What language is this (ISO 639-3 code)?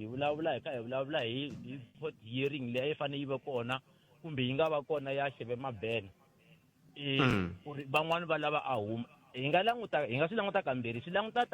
tso